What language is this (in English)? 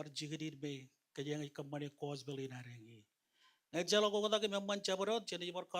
Marshallese